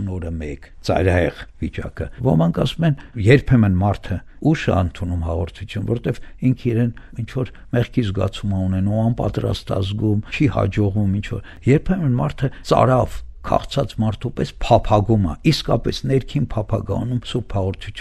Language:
Armenian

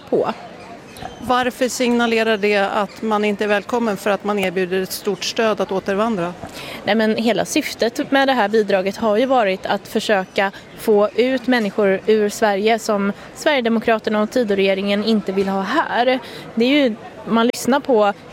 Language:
Swedish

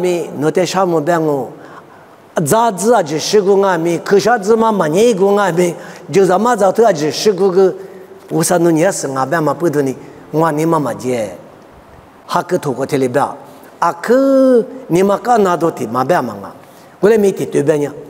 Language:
Lisu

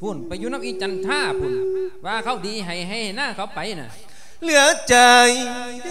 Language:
Lao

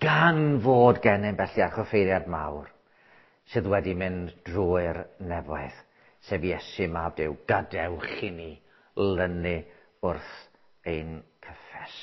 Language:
Welsh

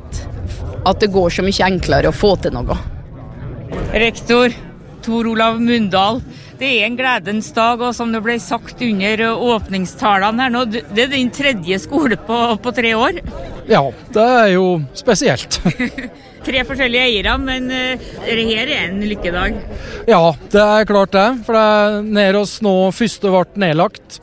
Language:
Norwegian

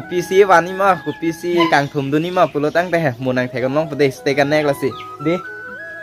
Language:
Karbi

